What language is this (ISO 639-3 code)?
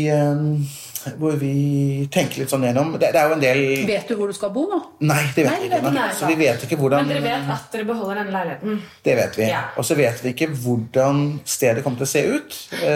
nor